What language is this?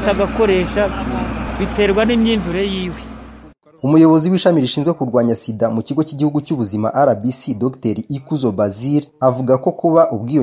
Kinyarwanda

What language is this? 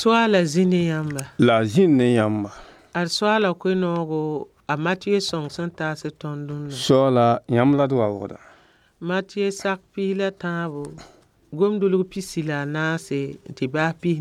Mossi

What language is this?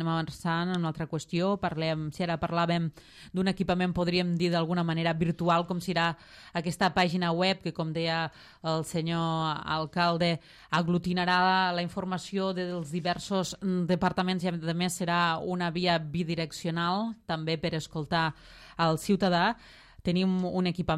Catalan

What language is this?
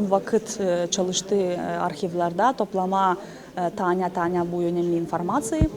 Gagauz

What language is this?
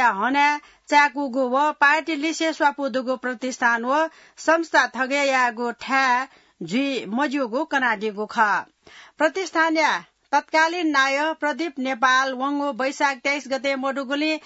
Newari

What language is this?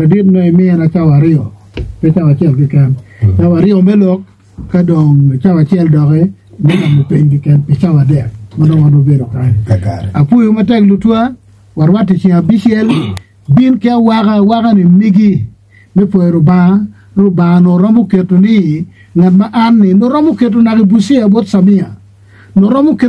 Acoli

